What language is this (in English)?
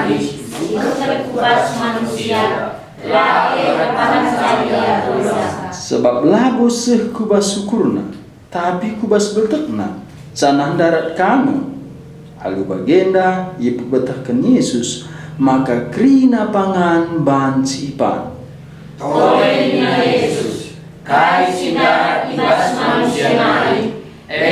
Batak Karo